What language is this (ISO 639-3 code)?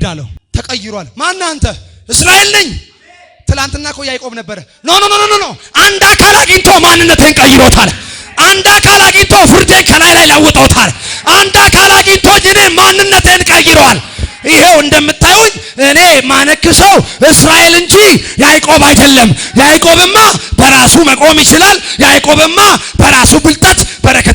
amh